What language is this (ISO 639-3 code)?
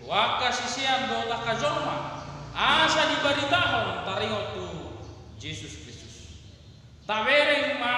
bbc